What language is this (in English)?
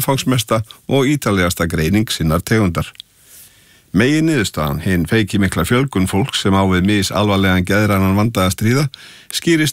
Icelandic